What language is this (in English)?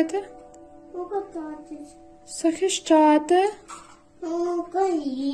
Ukrainian